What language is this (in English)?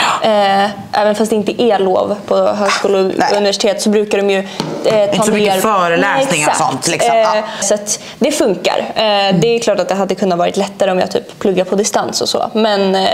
Swedish